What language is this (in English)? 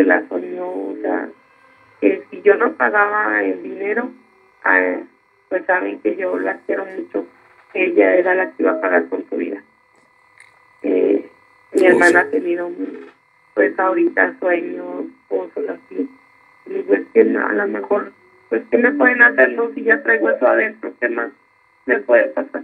Spanish